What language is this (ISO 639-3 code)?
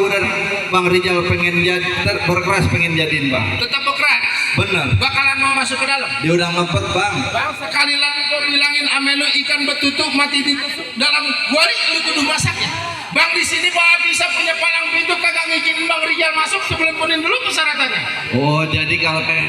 bew